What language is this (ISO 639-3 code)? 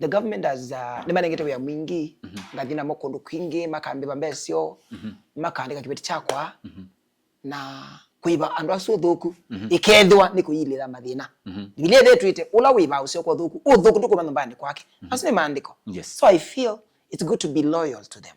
kam